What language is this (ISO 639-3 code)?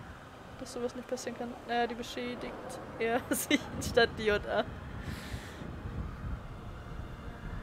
deu